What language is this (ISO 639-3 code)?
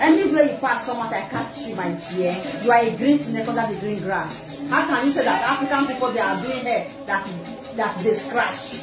pcm